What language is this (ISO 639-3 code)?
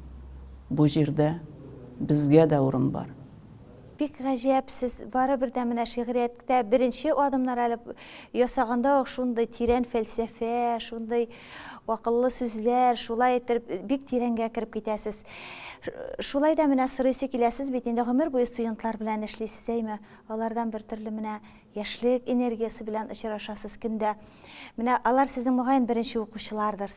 tat